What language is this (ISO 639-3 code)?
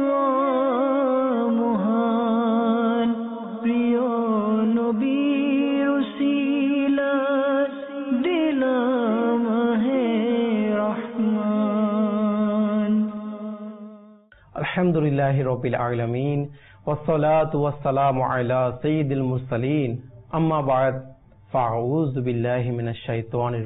ben